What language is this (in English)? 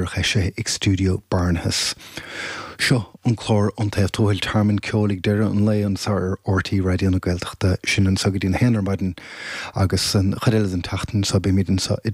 Irish